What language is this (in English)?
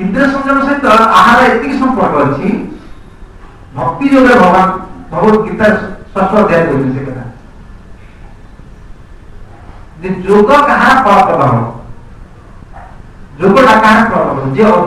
Odia